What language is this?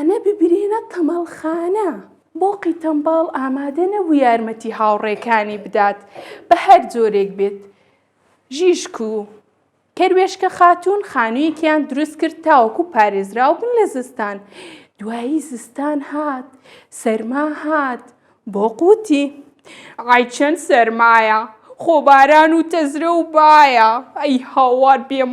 Central Kurdish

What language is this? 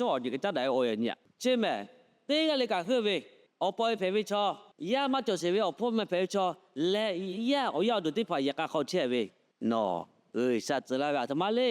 Lahu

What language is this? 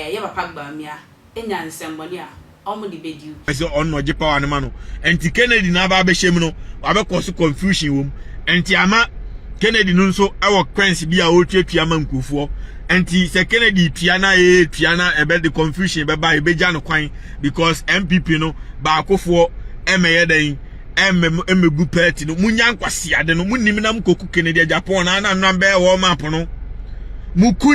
Akan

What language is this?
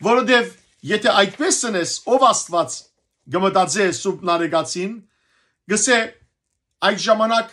Western Armenian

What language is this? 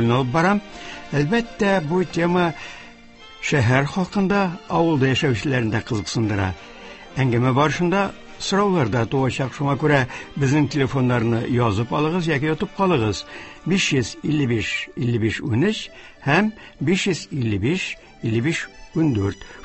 Tatar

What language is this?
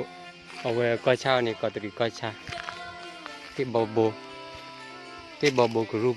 S'gaw Karen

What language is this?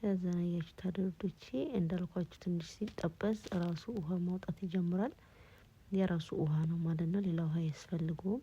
Amharic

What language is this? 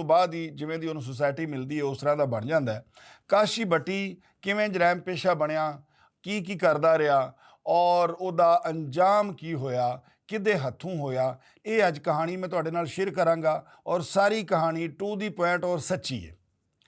Western Panjabi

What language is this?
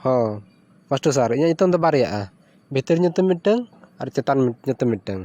Santali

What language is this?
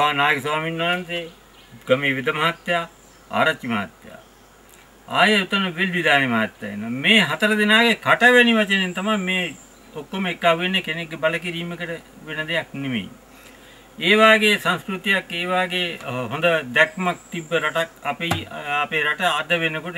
Sinhala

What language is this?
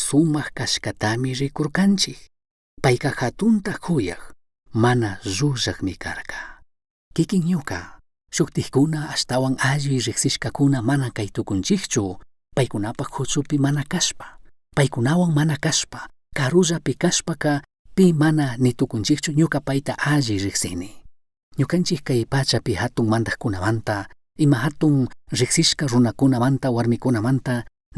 Chimborazo Highland Quichua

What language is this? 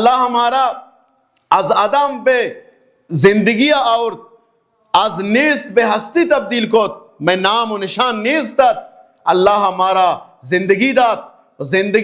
Baluchi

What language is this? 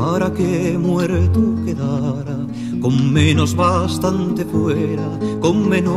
Spanish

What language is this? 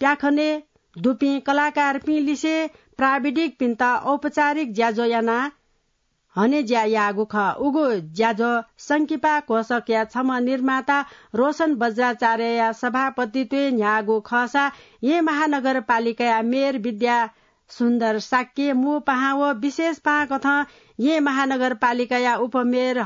Newari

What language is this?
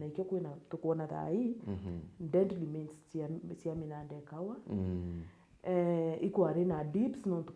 Meru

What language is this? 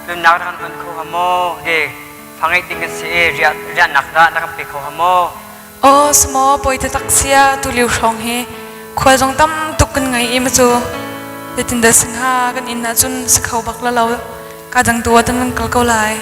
Hakha Chin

